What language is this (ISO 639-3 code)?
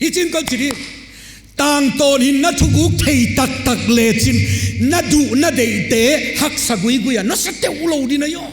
pck